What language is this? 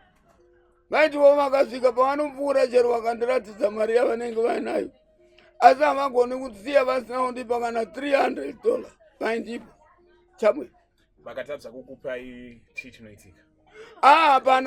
Shona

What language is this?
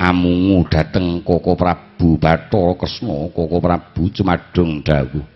Javanese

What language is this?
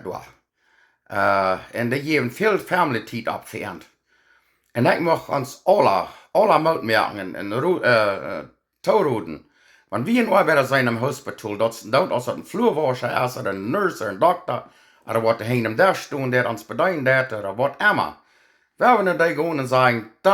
Plautdietsch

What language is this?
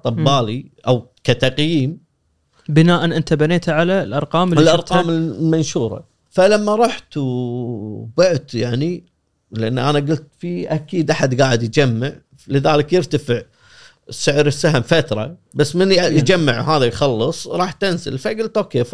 Gulf Arabic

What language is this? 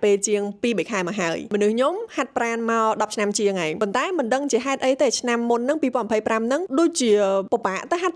Khmer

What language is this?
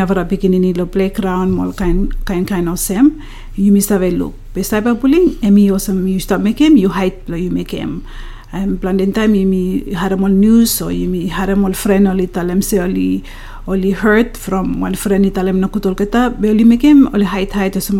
Bislama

